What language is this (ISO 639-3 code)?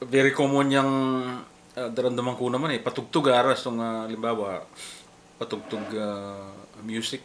pam